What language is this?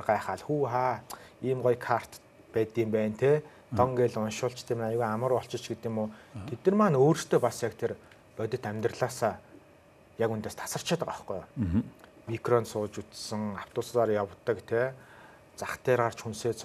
Mongolian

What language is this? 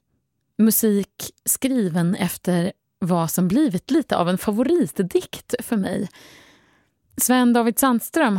Swedish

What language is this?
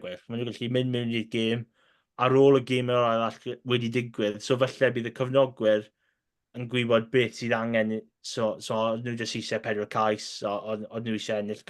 Welsh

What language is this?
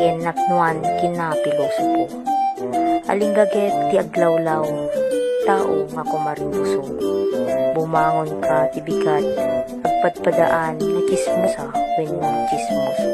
Iloko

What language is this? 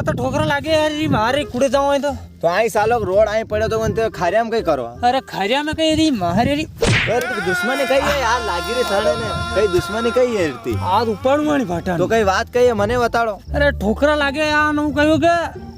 Rajasthani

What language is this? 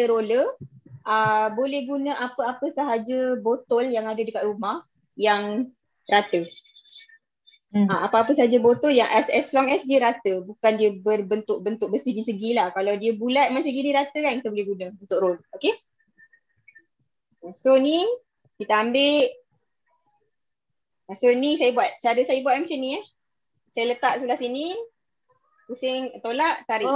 Malay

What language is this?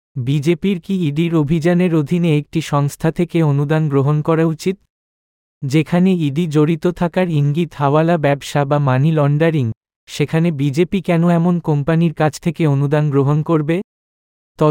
Bangla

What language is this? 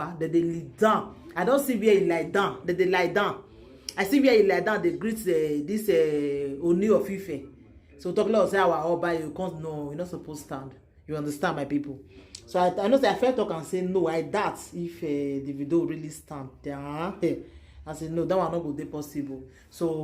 Nigerian Pidgin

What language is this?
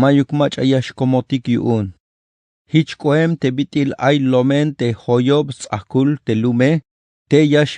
Tzeltal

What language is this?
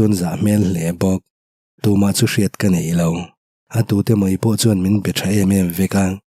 Mizo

